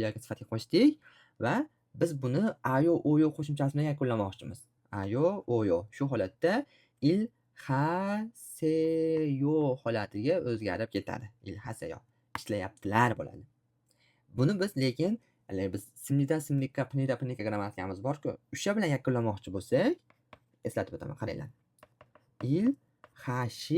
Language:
Uzbek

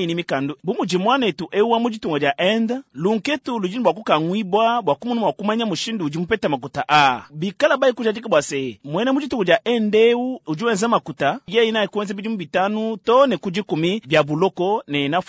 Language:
Luba-Lulua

